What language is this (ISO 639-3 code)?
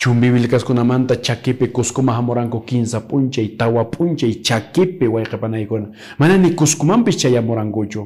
que